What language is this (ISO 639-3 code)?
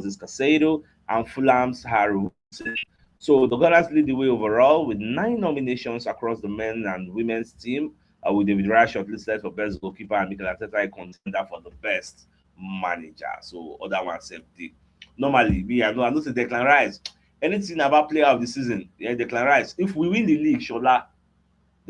pcm